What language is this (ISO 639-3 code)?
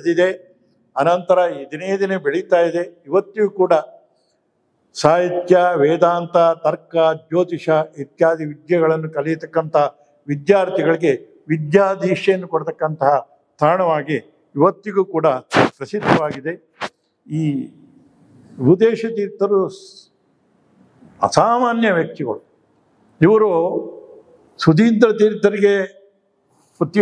kan